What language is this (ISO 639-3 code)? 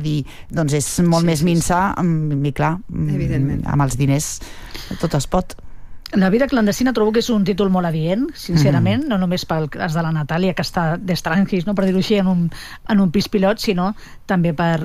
cat